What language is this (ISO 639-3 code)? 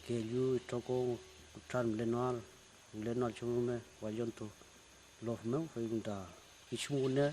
arn